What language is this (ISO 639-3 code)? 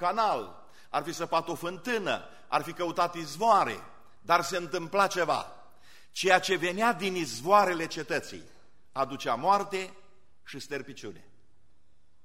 ron